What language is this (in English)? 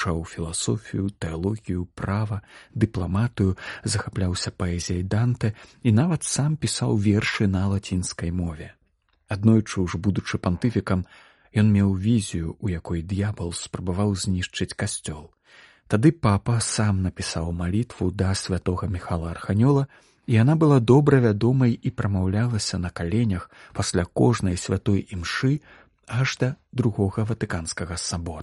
Belarusian